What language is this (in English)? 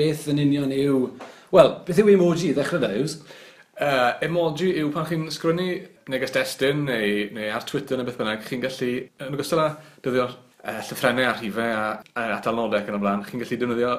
Welsh